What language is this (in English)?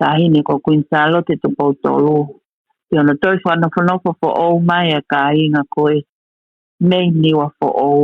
Tongan